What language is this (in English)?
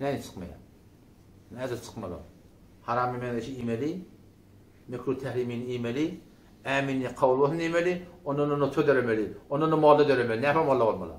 Turkmen